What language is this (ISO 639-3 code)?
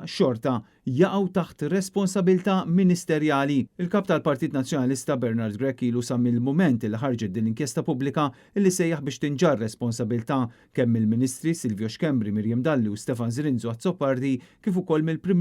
mlt